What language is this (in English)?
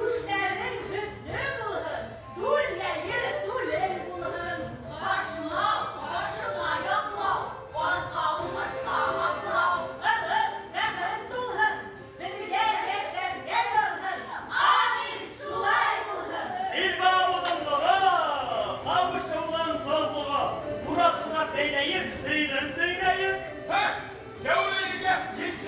Bashkir